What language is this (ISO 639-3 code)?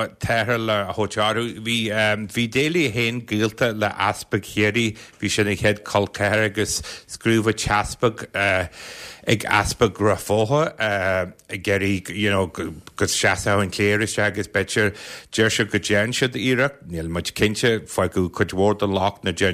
gle